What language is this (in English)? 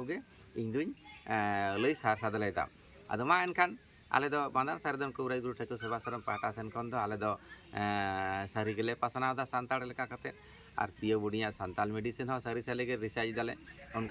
Santali